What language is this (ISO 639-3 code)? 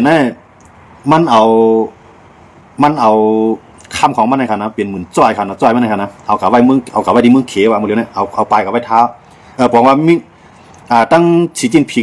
shn